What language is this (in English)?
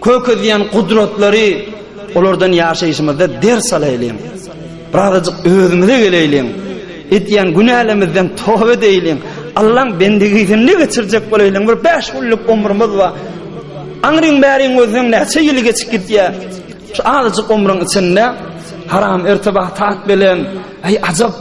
Turkmen